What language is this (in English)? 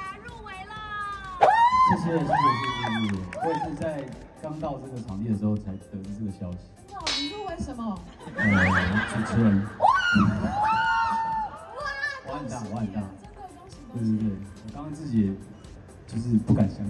Chinese